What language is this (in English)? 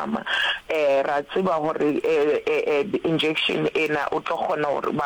Northern Sotho